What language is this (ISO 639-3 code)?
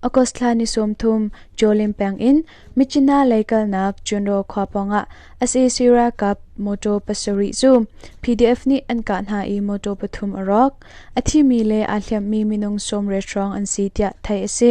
cnh